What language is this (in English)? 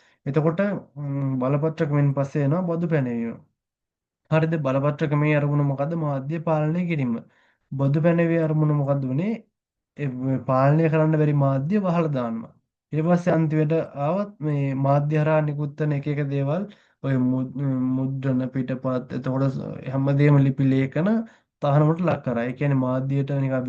Sinhala